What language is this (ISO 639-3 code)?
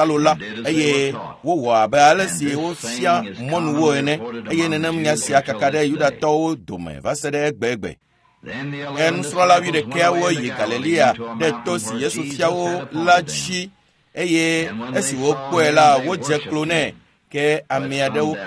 ewe